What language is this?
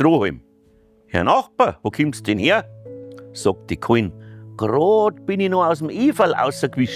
Bavarian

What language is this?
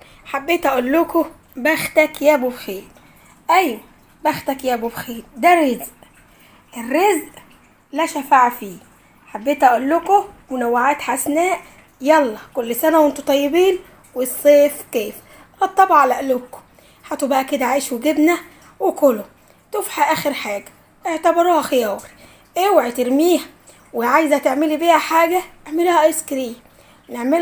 Egyptian Arabic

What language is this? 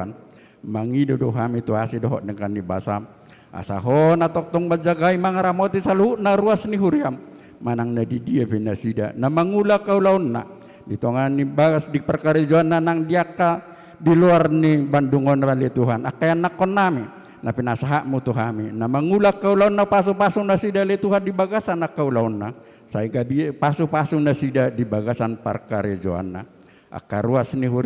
Batak Toba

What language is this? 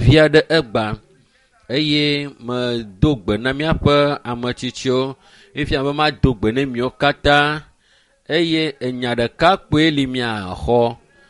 Ewe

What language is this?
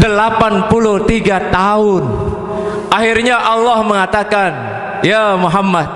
Sasak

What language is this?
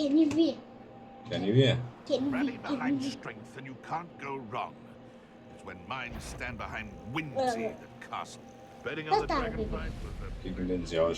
Kurdish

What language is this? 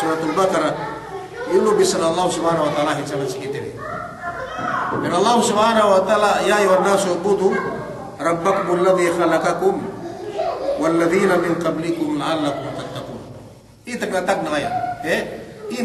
Yakan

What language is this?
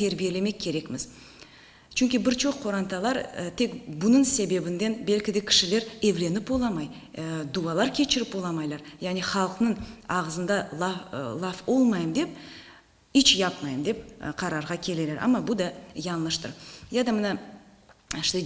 Crimean Tatar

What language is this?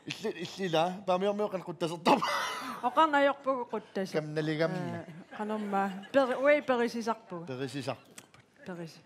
Kalaallisut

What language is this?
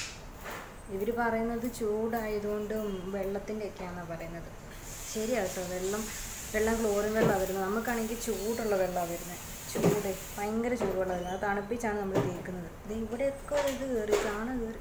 Malayalam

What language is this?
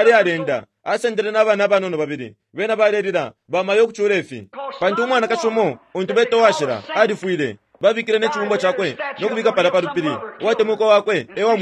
Bemba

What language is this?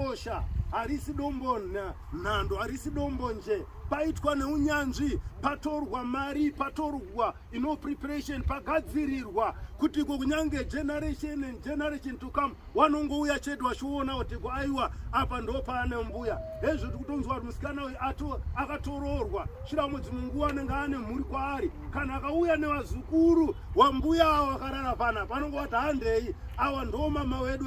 Shona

